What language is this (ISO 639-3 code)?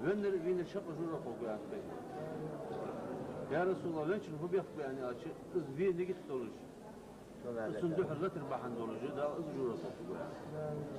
inh